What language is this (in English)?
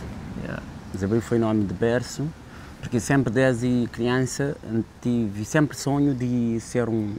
Kabuverdianu